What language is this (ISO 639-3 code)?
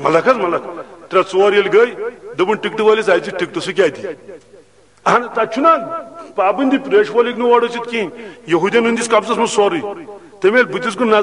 kas